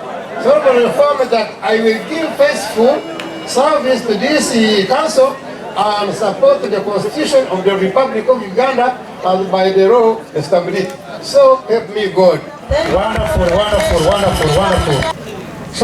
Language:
Nyankole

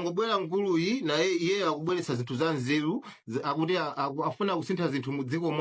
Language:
Nyanja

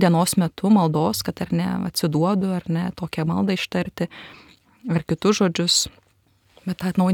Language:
Lithuanian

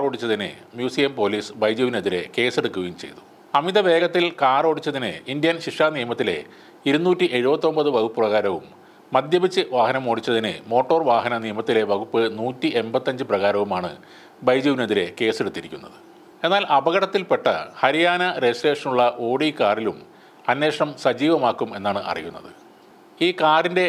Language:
Malayalam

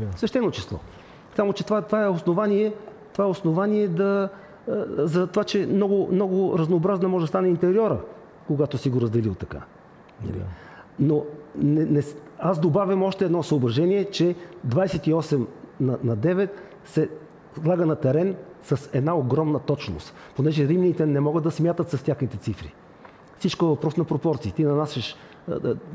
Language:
Bulgarian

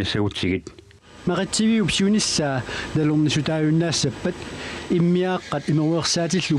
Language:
Kalaallisut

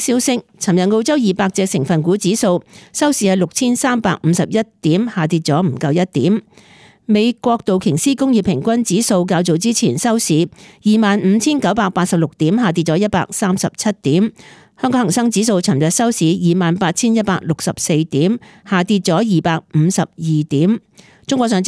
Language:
Cantonese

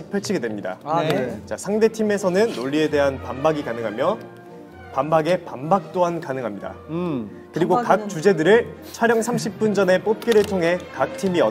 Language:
Korean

